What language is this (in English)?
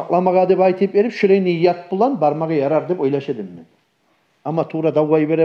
Kumyk